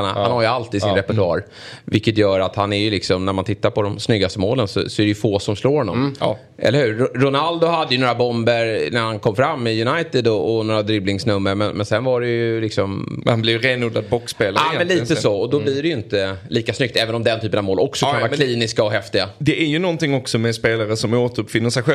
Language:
Swedish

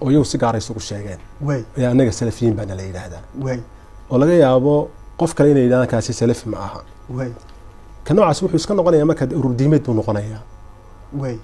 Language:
Somali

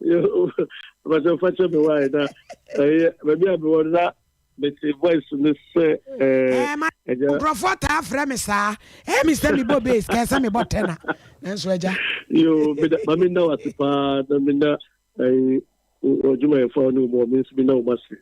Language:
Akan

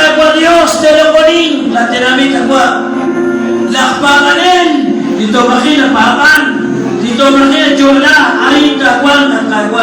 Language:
Kekchí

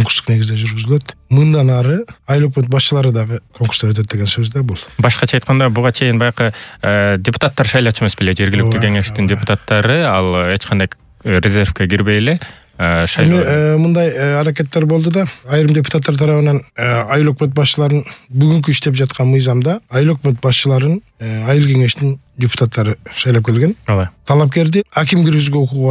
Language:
Kyrgyz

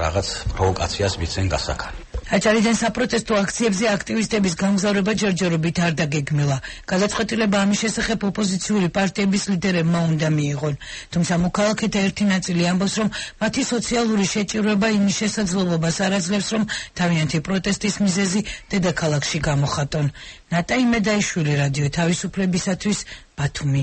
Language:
Georgian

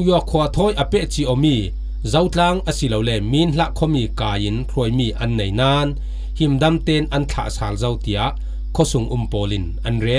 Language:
Falam Chin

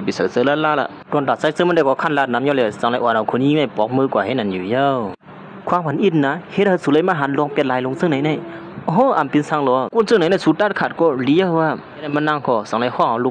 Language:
Shan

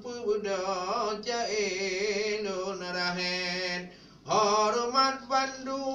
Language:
Achinese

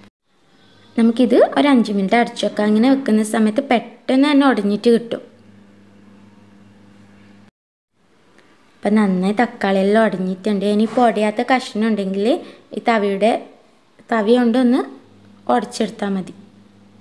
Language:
Malayalam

